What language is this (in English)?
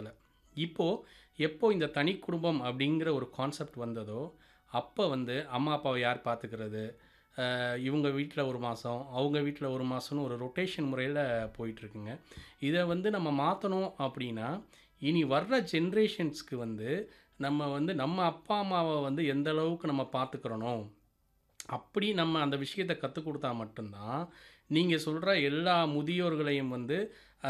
Tamil